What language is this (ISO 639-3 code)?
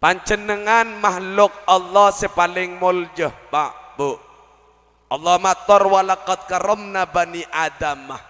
mad